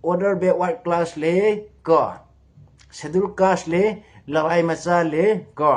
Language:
Manipuri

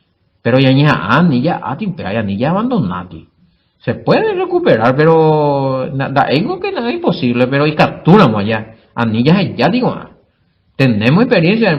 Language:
Guarani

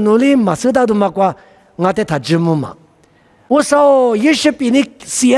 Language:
Lisu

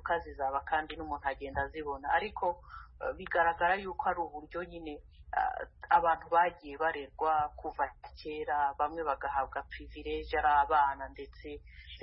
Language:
Kinyarwanda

